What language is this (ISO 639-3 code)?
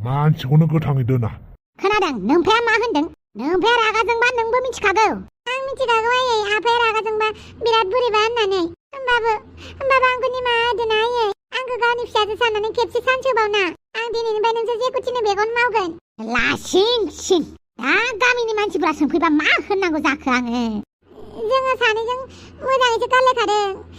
brx